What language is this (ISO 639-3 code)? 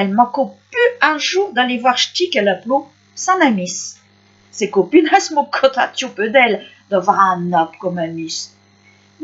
pcd